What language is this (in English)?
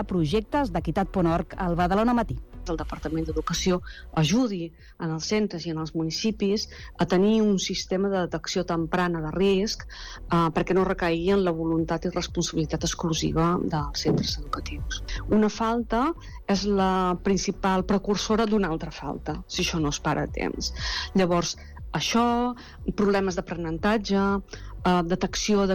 Catalan